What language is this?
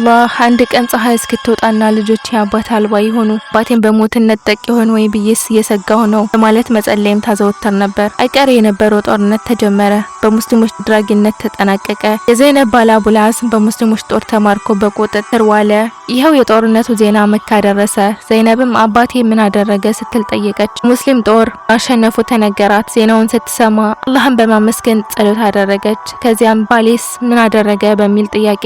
Amharic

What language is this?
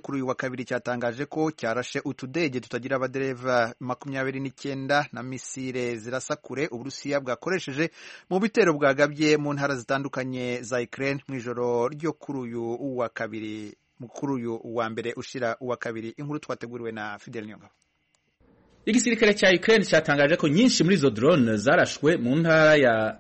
Kinyarwanda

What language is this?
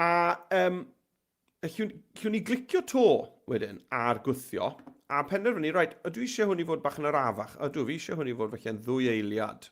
Welsh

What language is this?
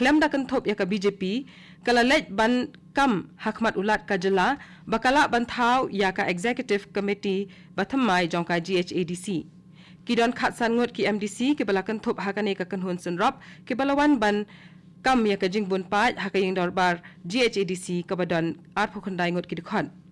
Khasi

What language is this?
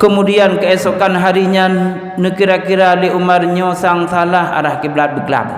Achinese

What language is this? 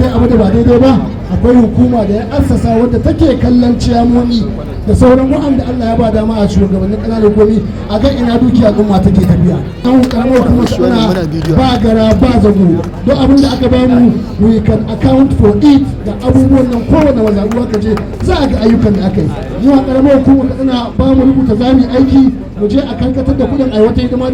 Hausa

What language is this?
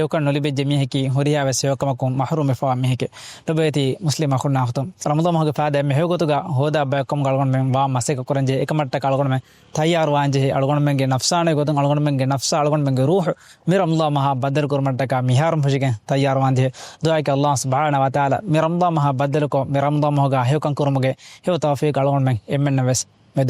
Divehi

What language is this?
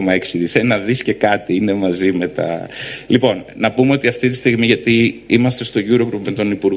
Greek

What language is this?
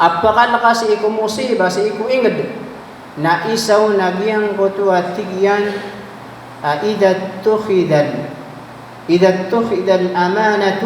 Maranao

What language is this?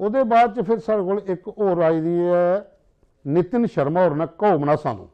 Dogri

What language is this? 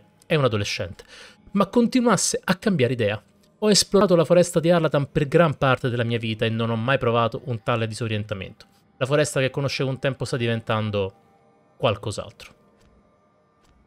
Italian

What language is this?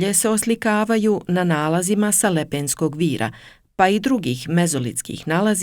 Serbian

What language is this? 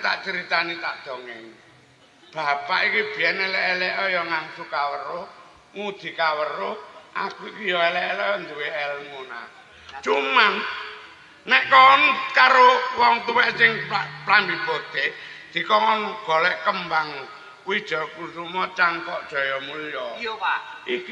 Javanese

